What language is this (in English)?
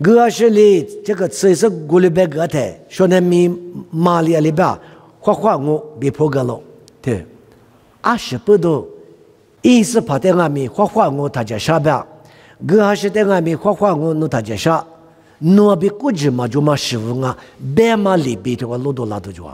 Lisu